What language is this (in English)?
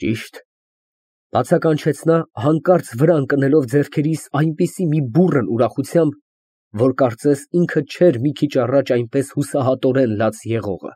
Armenian